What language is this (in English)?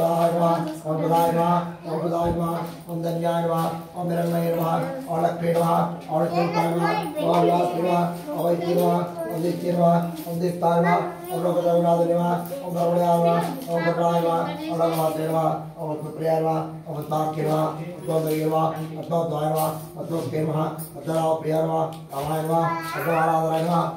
Telugu